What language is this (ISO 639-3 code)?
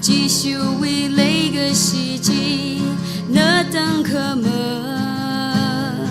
nmf